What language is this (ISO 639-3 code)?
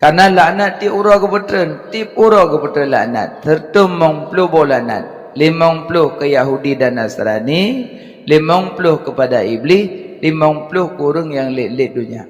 ace